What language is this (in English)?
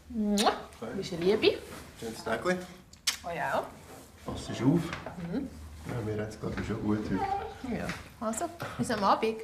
Swiss German